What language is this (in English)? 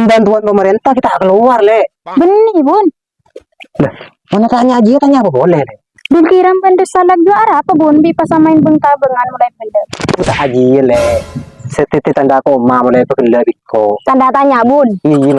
Madurese